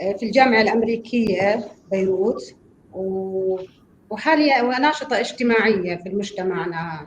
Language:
North Levantine Arabic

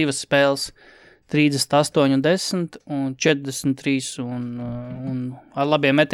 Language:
Latvian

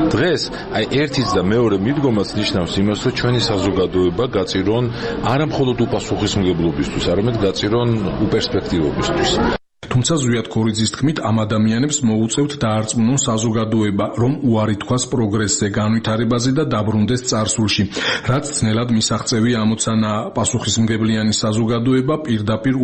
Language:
Georgian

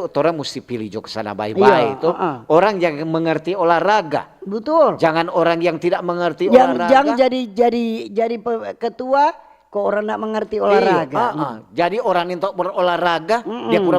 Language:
Manado Malay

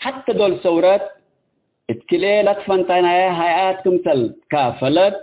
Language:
Tigre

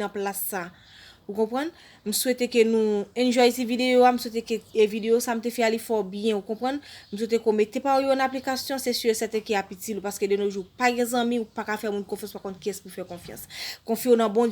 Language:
Haitian Creole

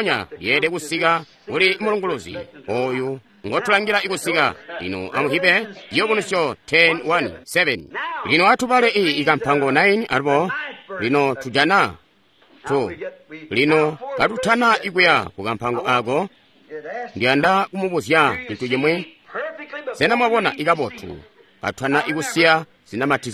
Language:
Tonga (Zambia)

